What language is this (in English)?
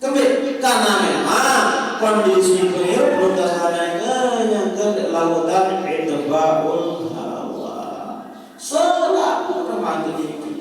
Sasak